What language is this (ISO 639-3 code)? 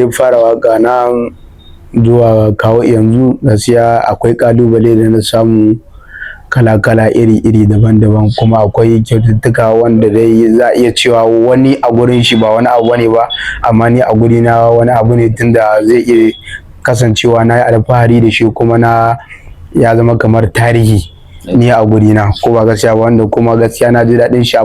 hau